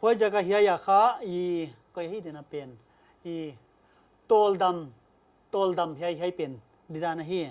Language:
Paite Chin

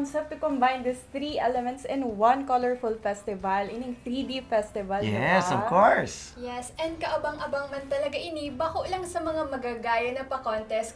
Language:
Bikol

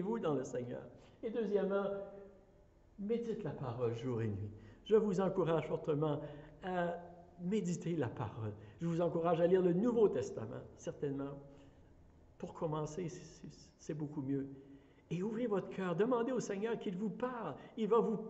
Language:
French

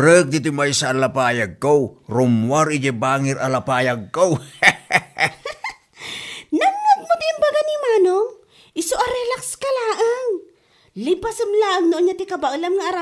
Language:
Iloko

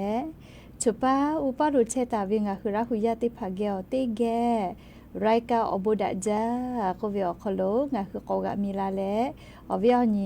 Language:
Lahu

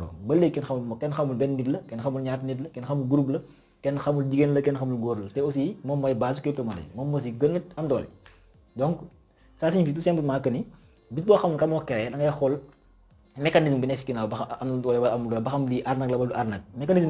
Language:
Wolof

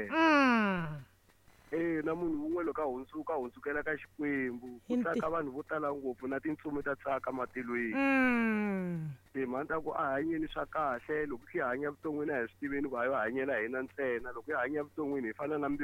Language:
Tsonga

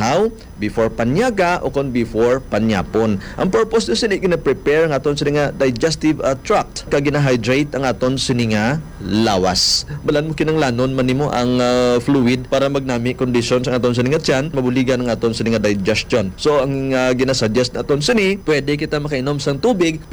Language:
Hiligaynon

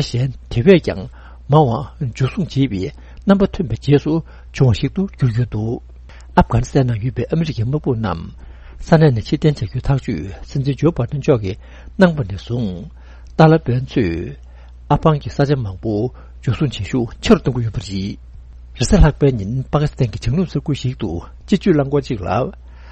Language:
Tibetan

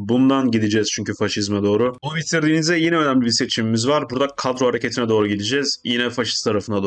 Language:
Turkish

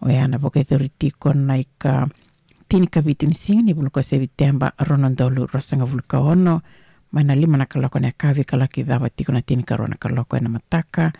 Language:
Fijian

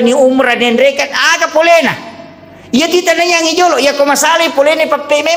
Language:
Buginese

